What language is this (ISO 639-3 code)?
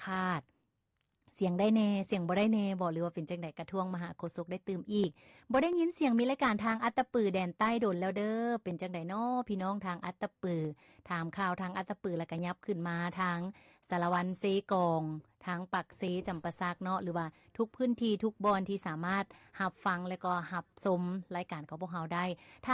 lao